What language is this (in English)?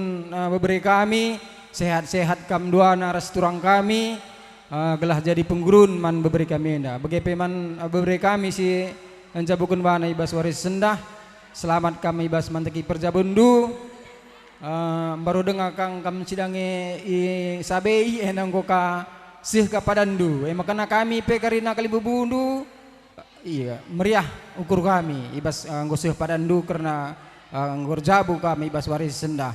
Batak Karo